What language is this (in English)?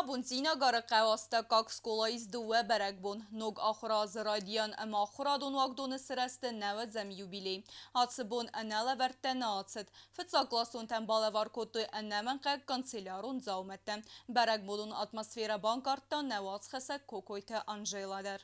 Ossetic